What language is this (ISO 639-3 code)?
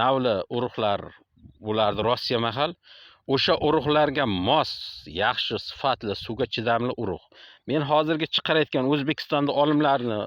uzb